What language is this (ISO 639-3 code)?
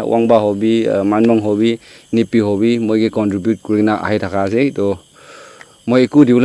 nag